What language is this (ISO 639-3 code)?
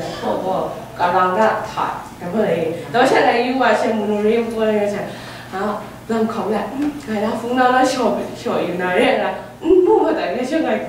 kac